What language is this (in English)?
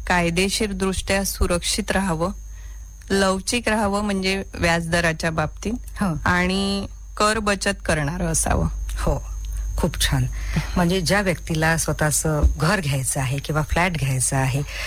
Marathi